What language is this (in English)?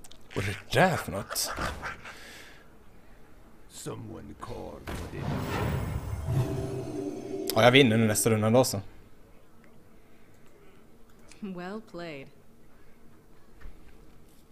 Swedish